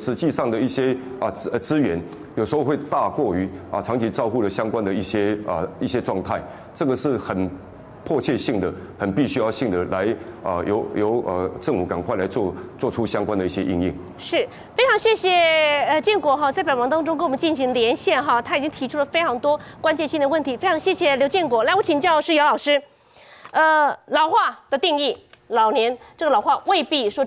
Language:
Chinese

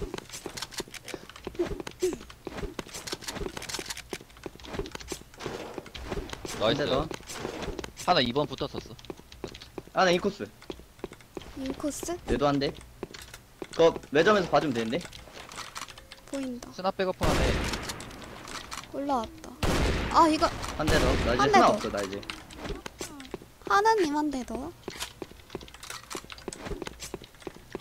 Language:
Korean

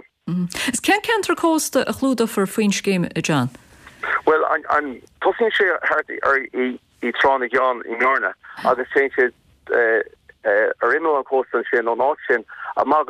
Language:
Irish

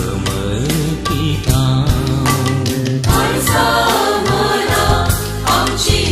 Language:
Konkani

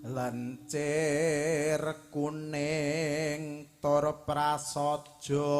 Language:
Javanese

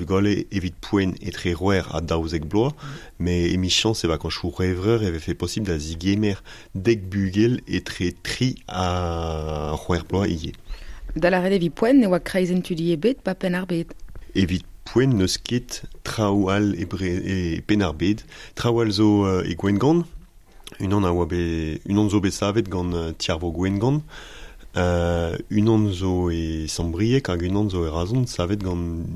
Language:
Breton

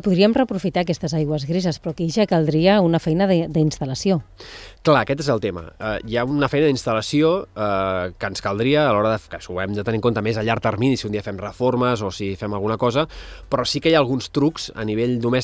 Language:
Catalan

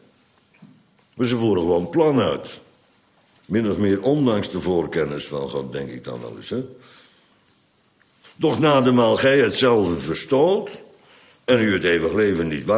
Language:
Dutch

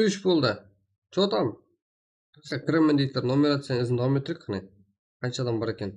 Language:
Kara-Kalpak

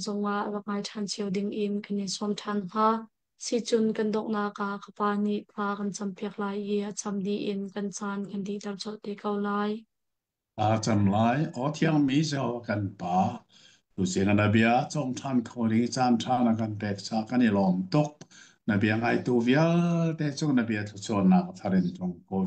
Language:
Hakha Chin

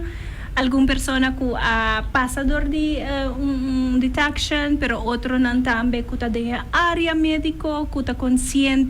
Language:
Papiamento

